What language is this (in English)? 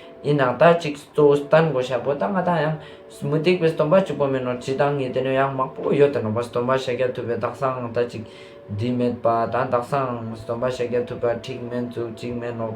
Ladakhi